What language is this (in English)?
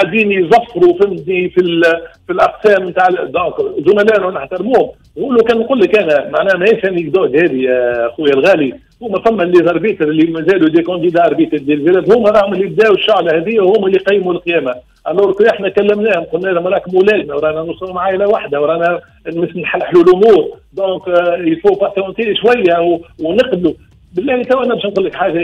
Tunisian Arabic